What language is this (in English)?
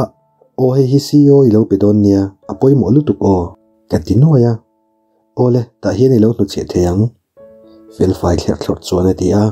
Mizo